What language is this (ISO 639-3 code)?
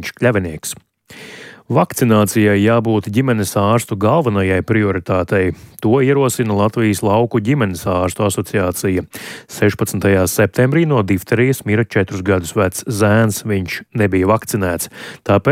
lav